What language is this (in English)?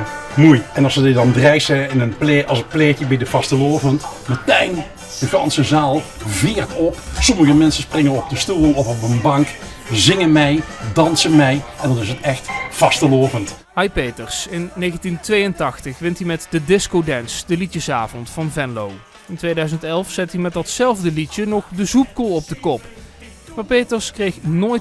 Limburgish